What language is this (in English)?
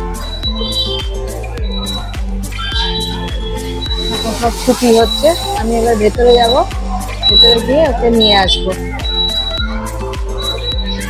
Bangla